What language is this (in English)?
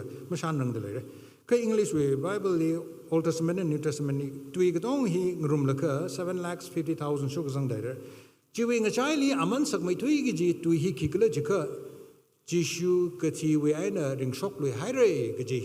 Tangkhul Naga (India)